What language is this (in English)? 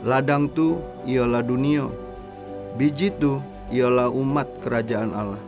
Musi